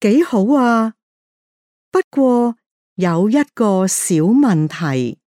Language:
Cantonese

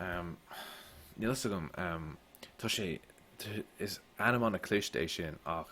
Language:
Irish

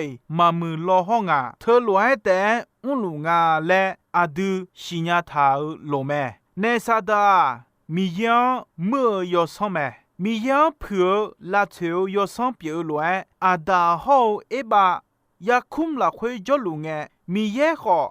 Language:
Akha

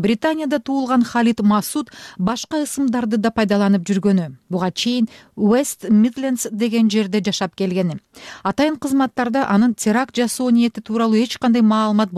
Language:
Kyrgyz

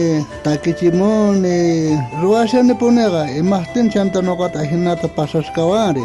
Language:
South Bolivian Quechua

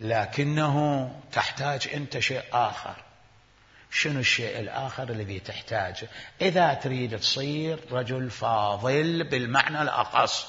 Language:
Mesopotamian Arabic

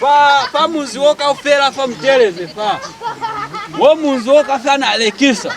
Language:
Lozi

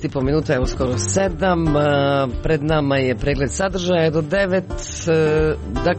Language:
Croatian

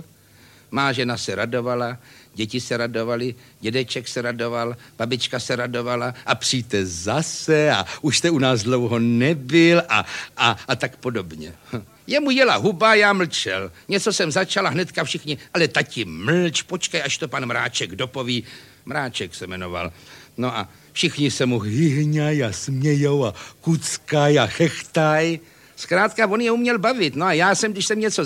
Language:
Czech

